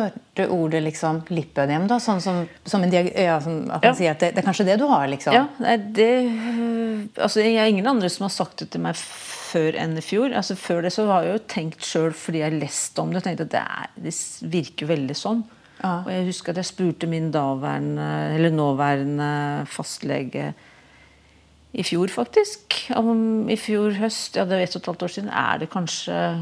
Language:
Norwegian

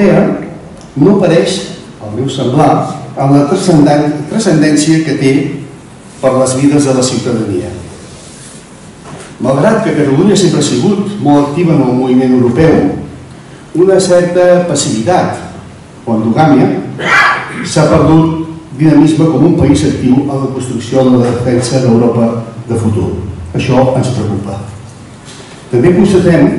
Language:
Catalan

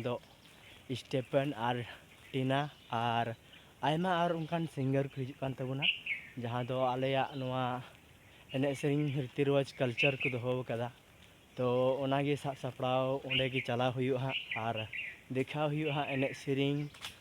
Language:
Santali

